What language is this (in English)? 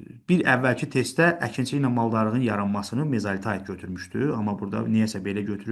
Azerbaijani